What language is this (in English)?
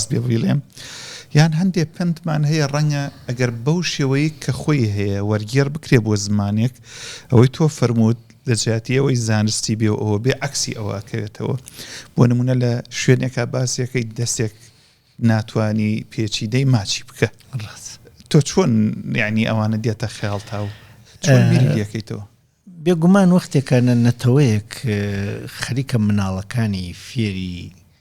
Central Kurdish